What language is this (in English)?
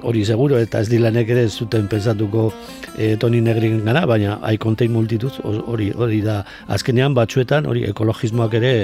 Basque